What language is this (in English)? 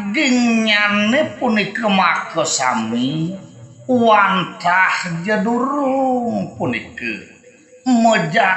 Balinese